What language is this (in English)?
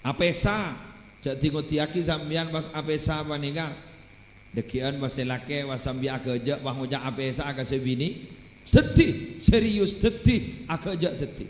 Madurese